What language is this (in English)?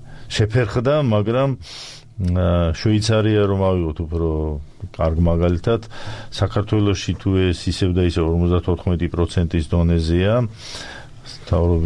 Georgian